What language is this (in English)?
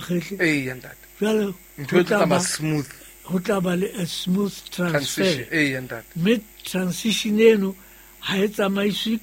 Southern Sotho